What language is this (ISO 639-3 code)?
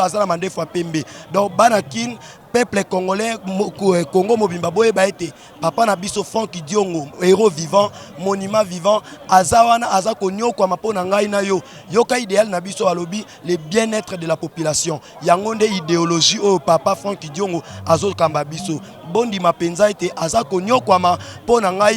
lin